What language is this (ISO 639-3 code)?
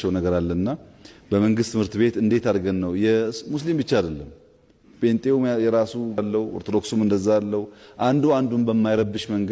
amh